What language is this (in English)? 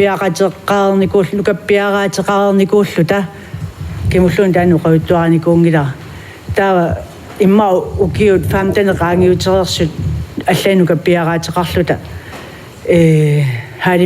Kalaallisut